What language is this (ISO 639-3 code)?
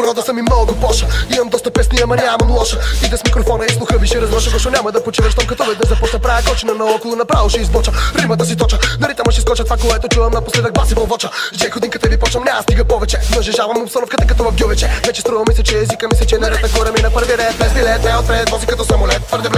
bul